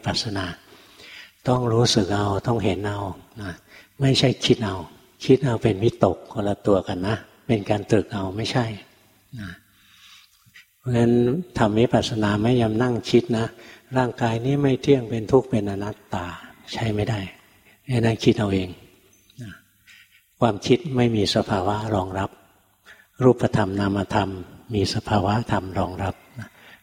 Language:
Thai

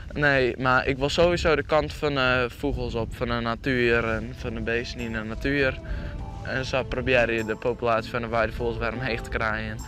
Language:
Western Frisian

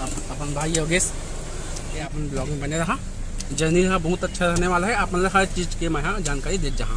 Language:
Chhattisgarhi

